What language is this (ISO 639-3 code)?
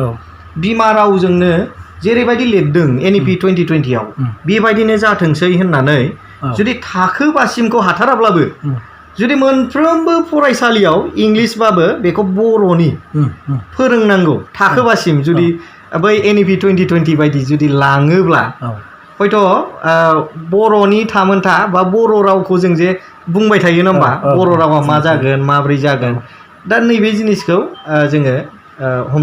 brx